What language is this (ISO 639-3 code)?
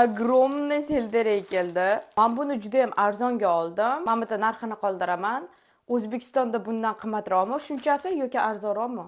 uzb